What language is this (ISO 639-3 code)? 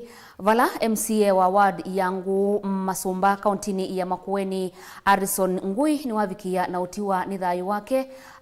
kam